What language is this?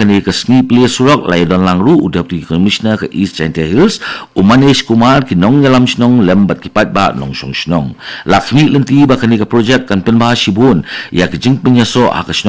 Khasi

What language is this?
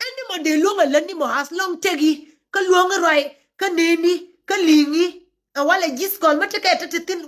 Nuer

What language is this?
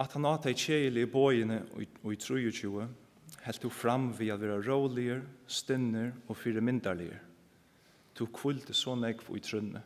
Faroese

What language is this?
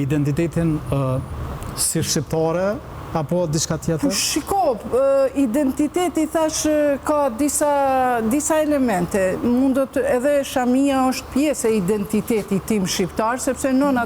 Albanian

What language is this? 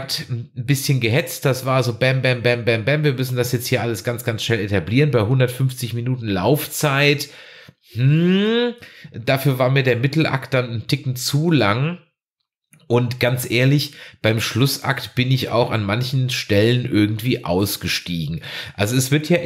German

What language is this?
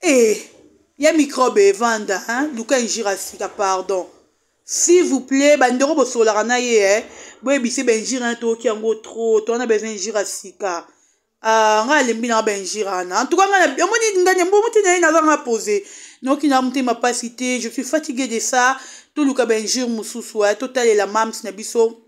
Lingala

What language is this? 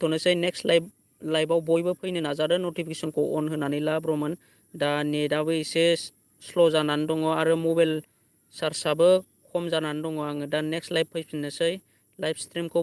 Bodo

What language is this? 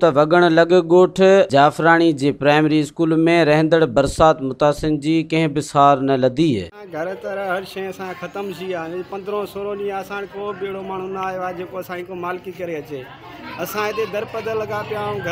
Sindhi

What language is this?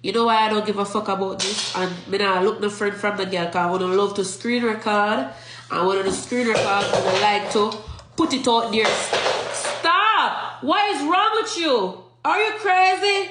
Jamaican Creole English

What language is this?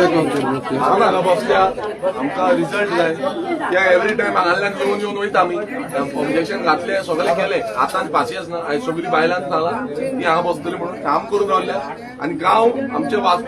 Konkani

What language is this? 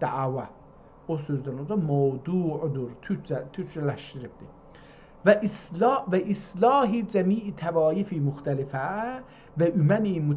South Azerbaijani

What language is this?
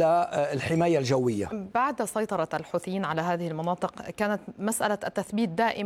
Arabic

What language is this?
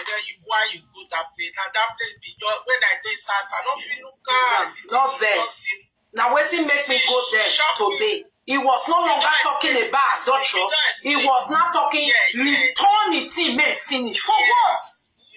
Nigerian Pidgin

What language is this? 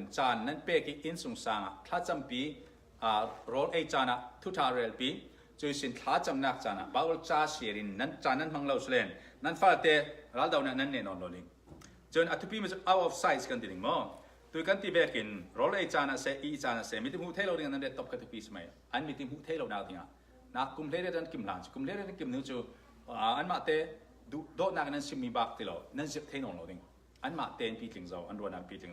Falam Chin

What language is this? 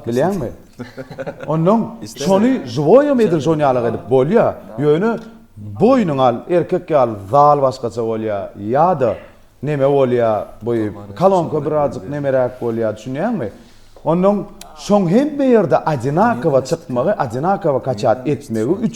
Turkmen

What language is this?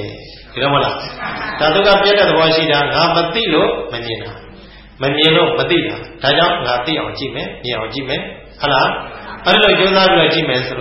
Burmese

